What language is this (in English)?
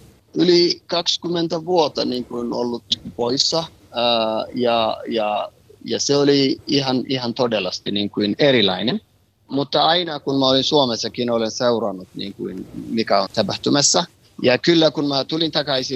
Finnish